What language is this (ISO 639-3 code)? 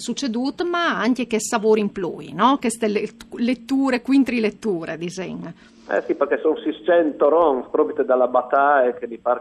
fur